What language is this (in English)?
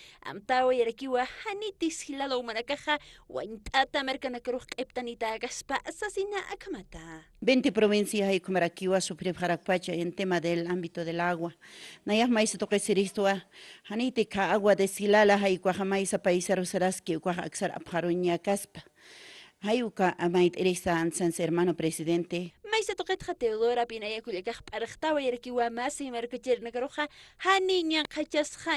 Aymara